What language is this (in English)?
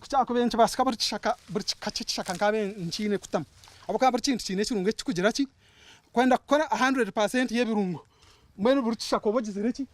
Nyankole